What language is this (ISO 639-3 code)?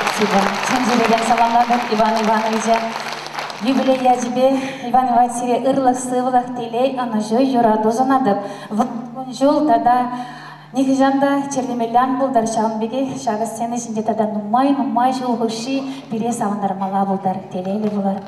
chv